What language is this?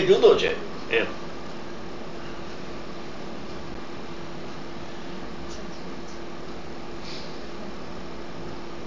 Gujarati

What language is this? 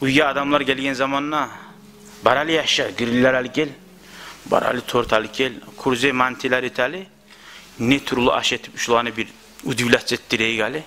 Kumyk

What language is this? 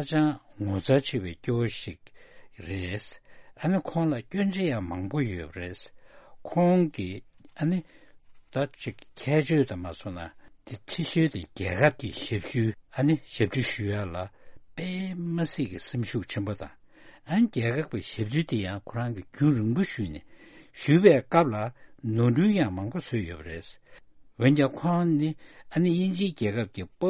Tibetan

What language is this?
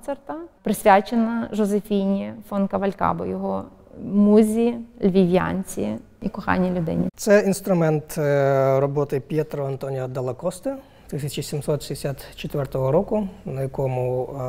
Ukrainian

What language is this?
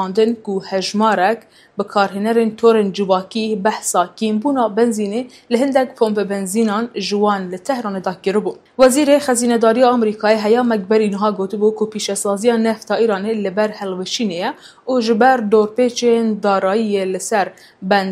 Kurdish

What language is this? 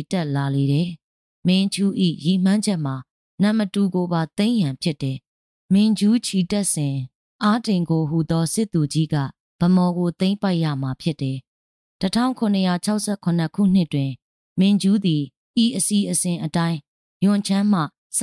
Burmese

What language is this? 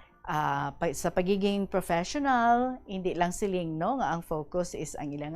Hiligaynon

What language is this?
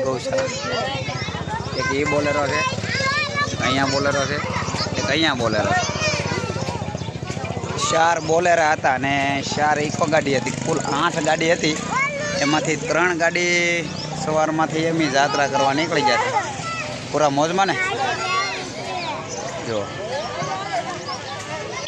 Gujarati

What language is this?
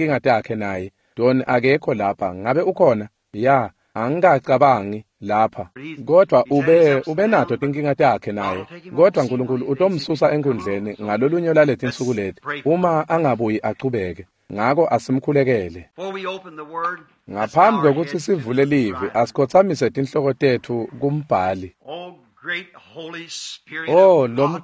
Swati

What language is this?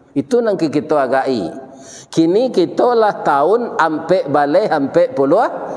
Minangkabau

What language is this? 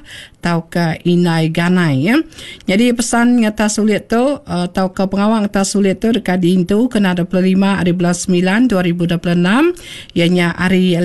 Iban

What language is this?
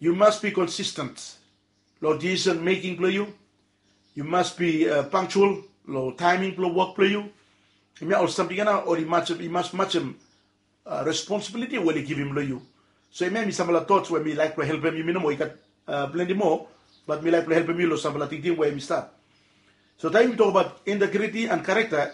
Bislama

